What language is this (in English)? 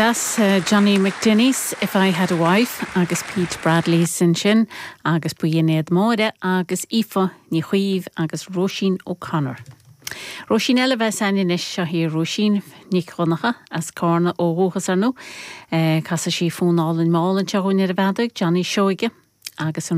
Irish